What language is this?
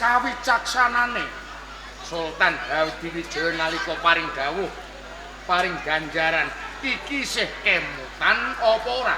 Javanese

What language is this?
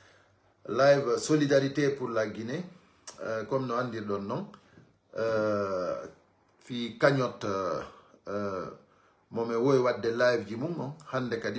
Fula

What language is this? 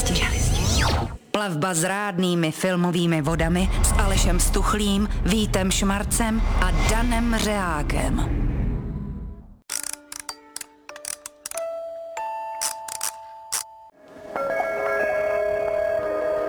Czech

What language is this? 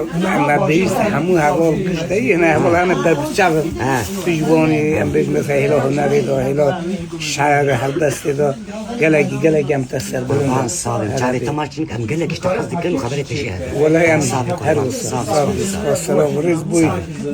Kurdish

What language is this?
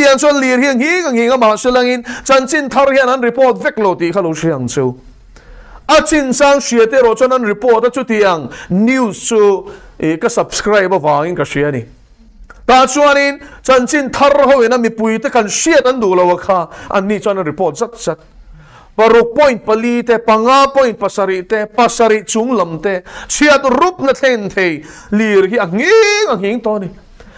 Mizo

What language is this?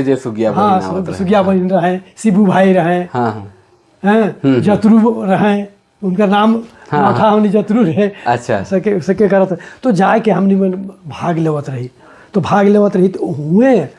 Sadri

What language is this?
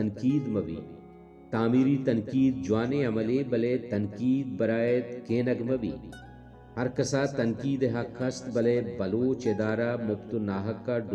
Baluchi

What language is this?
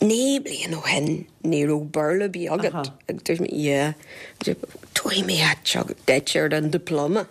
Irish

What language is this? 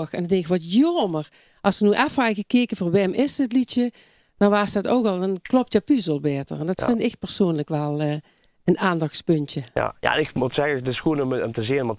Limburgish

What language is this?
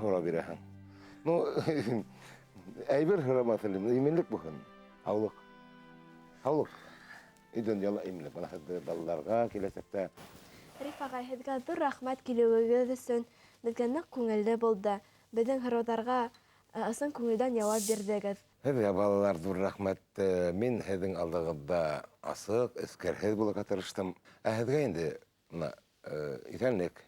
Bashkir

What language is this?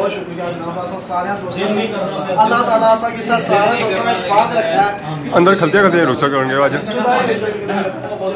Pahari-Potwari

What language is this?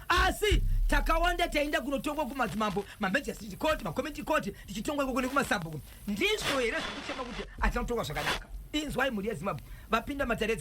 Shona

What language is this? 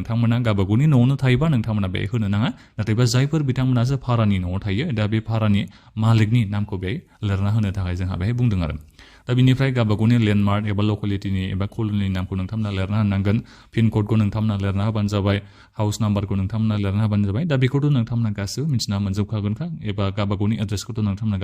Bodo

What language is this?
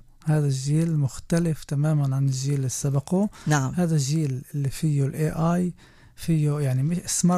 North Levantine Arabic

